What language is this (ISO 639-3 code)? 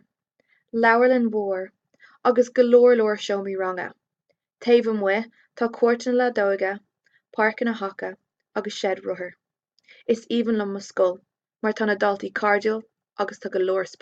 gle